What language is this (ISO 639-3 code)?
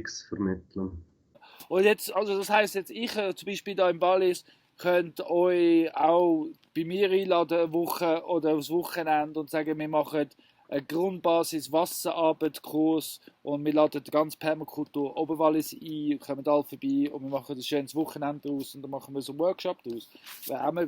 gsw